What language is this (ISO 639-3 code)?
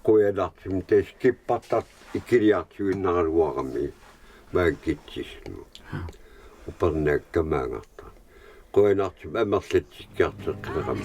kal